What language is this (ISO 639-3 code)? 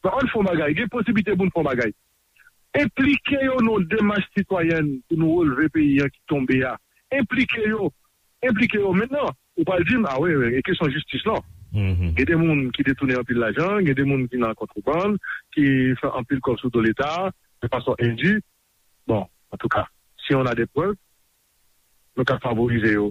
hat